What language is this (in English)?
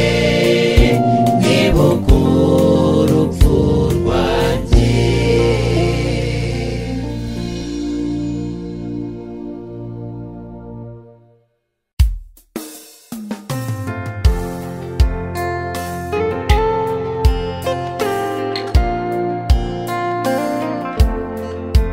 Kinyarwanda